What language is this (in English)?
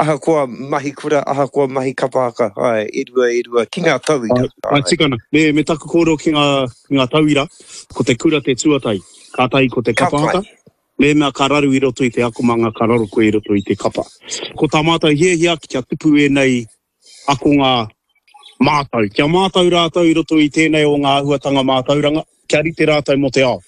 Māori